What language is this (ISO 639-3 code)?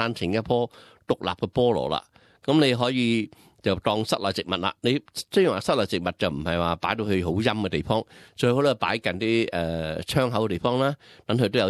yue